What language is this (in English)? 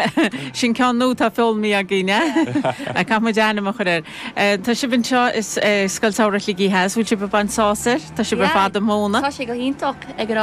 Irish